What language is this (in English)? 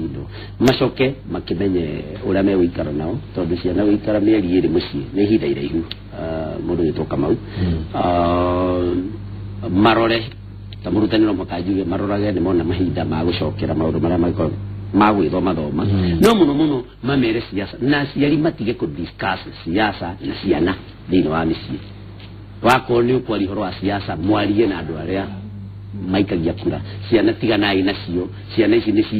Kikuyu